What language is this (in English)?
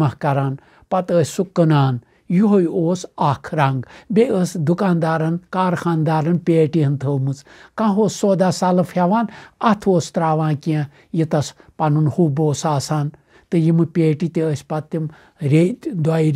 Kashmiri